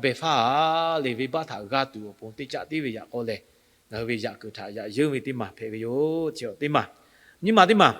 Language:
Lahu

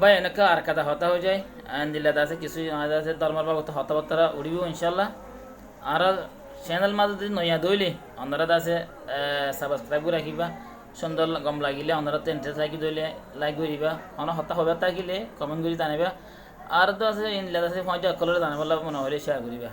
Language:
Rohingya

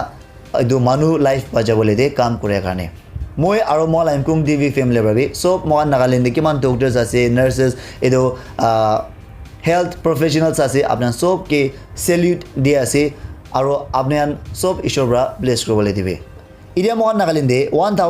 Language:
Naga Pidgin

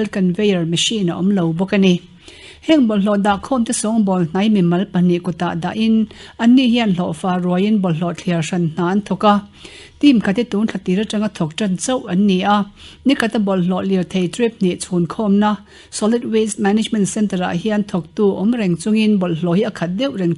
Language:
Mizo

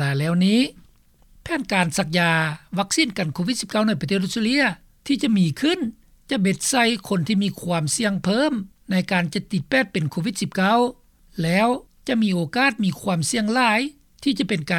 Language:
Lao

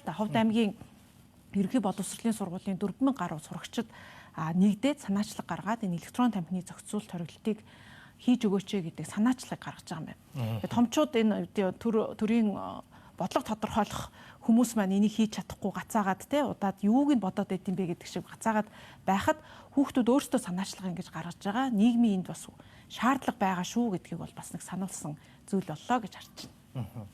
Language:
Mongolian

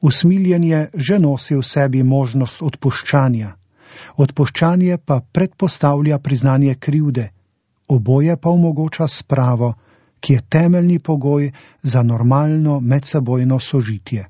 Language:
Slovenian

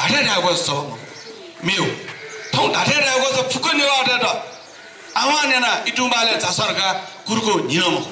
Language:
Newari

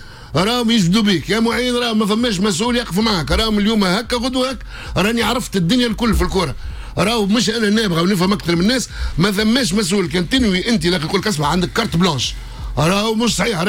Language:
Tunisian Arabic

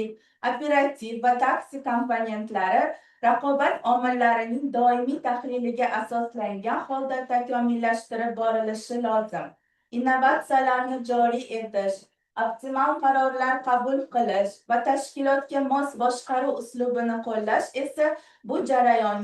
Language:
Uzbek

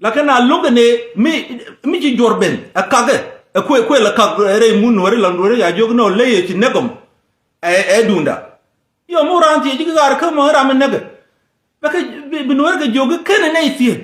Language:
Nuer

